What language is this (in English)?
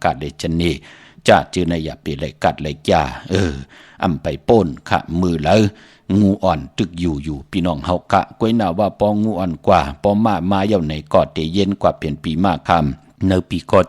Shan